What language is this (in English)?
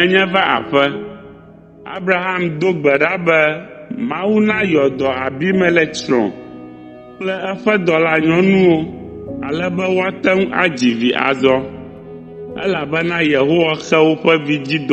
Ewe